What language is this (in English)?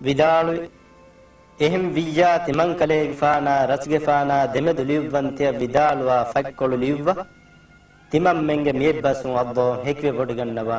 Divehi